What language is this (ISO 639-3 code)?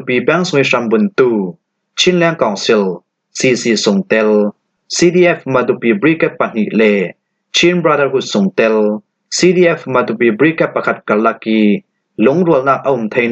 cfm